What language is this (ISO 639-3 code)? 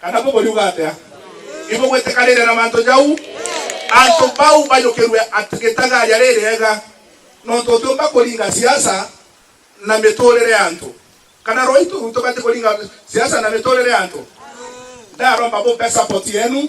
mer